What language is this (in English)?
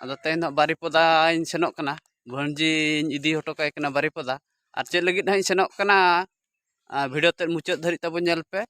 Santali